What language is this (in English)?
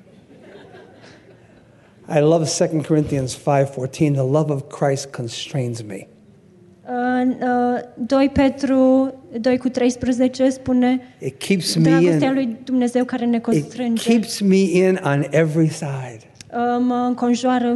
Romanian